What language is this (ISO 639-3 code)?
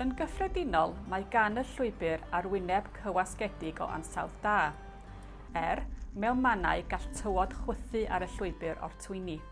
cym